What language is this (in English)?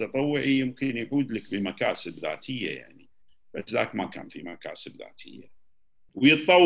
Gulf Arabic